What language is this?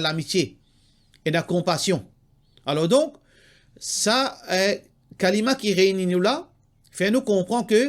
Morisyen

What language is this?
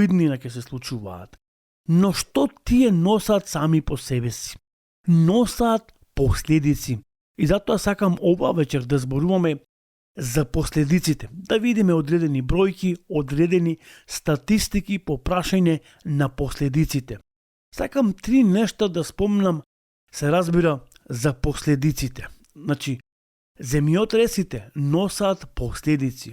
Macedonian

